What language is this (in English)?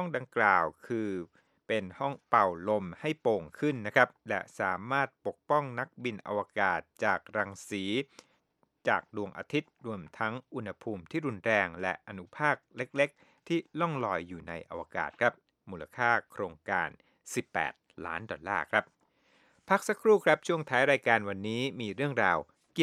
Thai